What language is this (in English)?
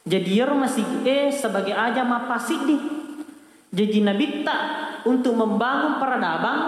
Buginese